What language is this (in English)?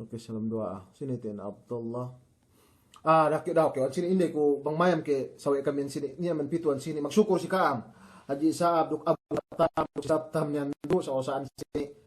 Yakan